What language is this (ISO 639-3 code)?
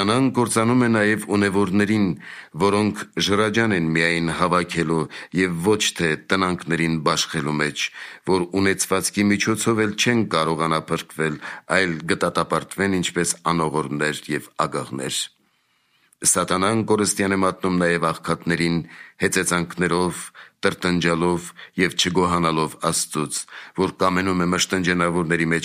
hye